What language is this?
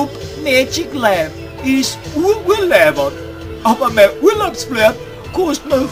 Bavarian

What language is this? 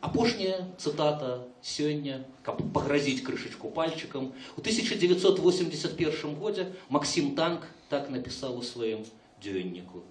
Belarusian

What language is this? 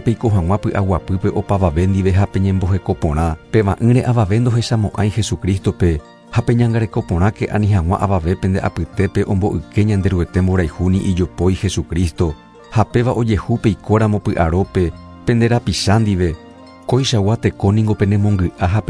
Guarani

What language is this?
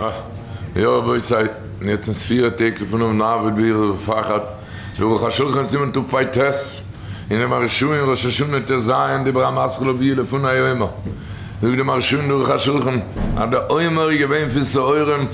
Yiddish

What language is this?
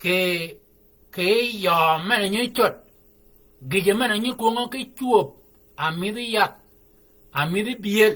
Shilluk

